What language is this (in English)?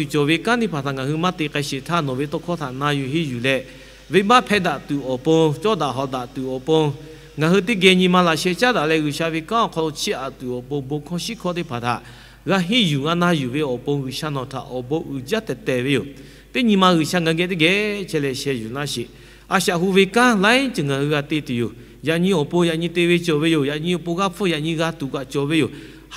Lahu